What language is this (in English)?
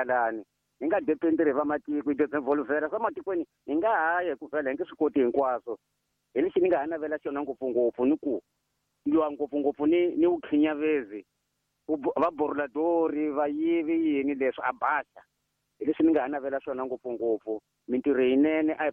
Tsonga